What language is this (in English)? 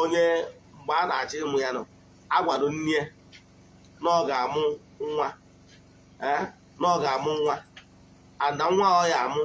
Igbo